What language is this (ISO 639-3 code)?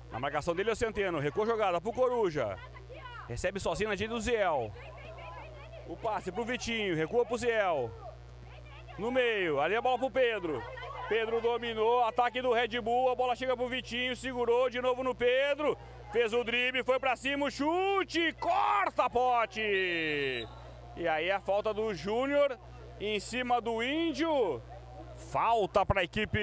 por